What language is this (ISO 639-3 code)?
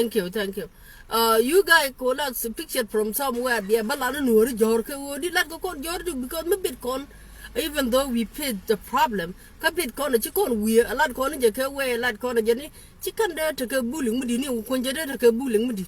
nus